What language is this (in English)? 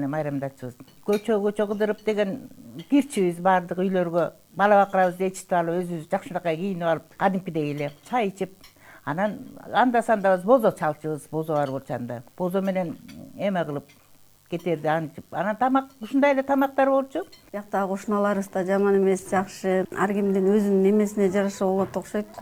Kyrgyz